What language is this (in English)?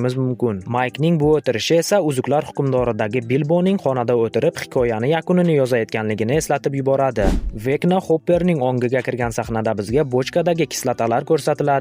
Uzbek